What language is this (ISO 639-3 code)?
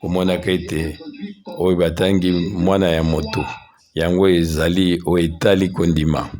lin